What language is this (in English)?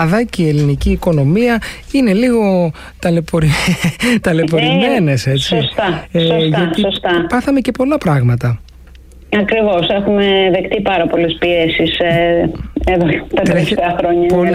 Greek